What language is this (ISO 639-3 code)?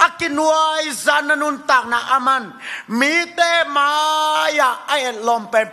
ctd